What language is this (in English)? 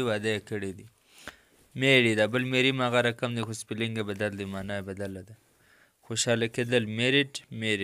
Pashto